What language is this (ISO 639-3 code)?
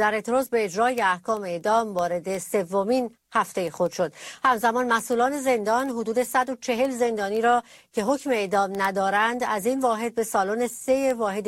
fas